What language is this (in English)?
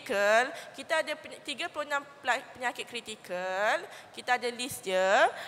Malay